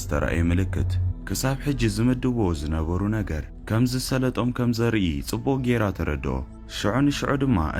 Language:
Tigrinya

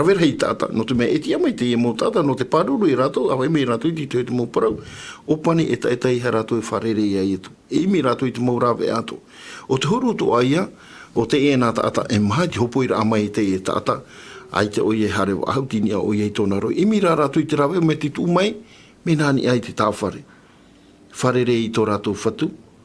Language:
Tahitian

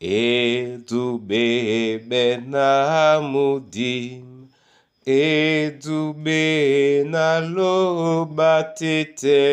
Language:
Duala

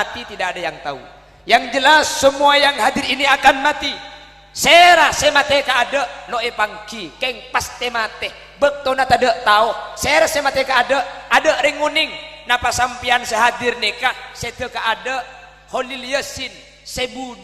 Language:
Madurese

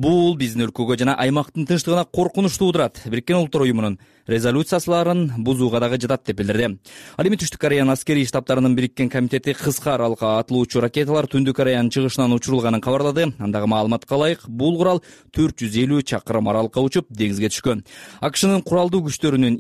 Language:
Kyrgyz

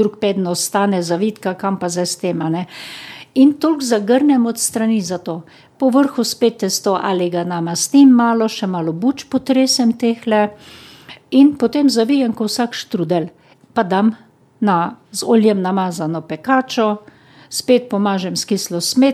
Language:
Slovenian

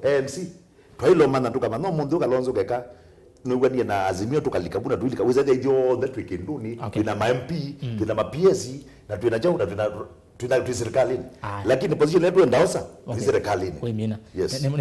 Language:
Kamba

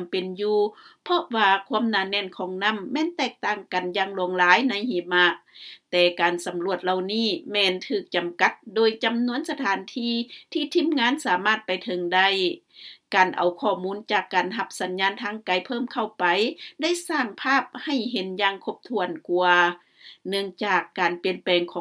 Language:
Lao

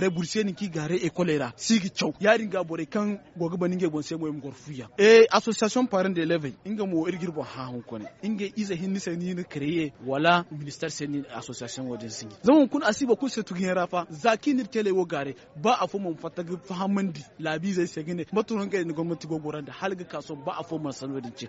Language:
Zarma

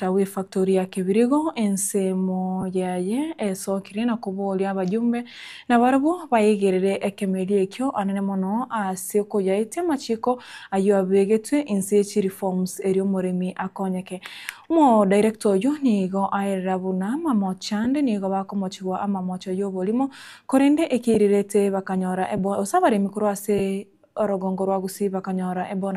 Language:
Gusii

